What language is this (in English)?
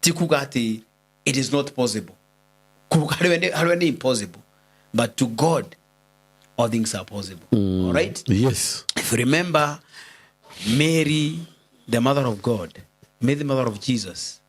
Kikuyu